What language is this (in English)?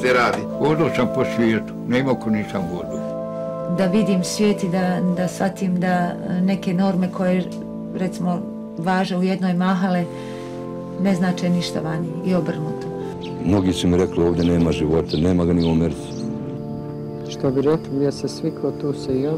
Bosnian